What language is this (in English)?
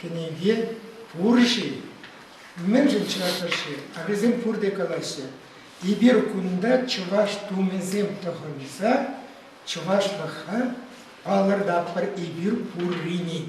Chuvash